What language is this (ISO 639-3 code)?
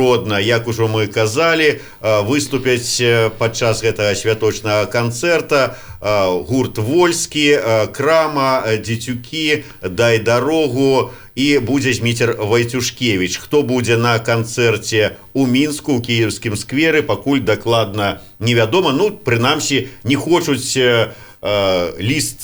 bel